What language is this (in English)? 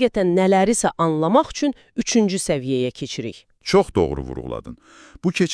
Azerbaijani